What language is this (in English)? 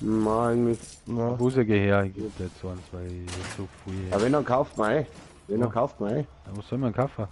Bavarian